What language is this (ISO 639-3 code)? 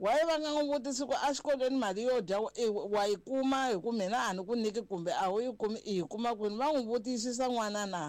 tso